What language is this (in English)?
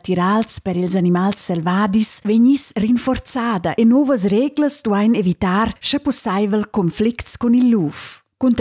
Romansh